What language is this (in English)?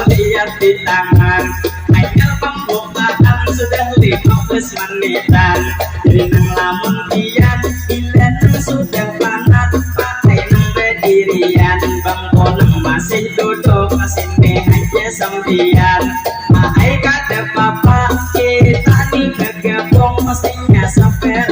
Banjar